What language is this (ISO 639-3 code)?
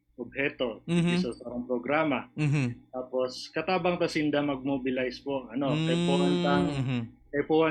bik